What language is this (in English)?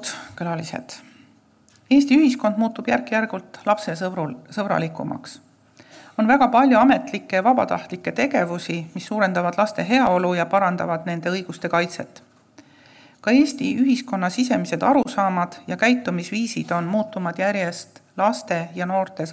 Estonian